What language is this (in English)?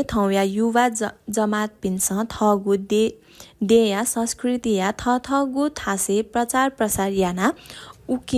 Newari